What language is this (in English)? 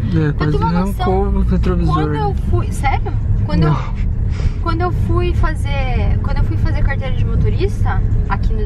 Portuguese